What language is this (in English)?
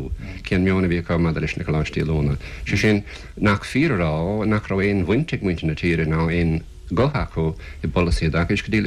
Irish